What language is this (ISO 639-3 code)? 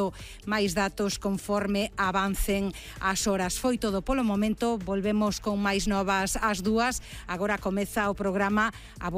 glg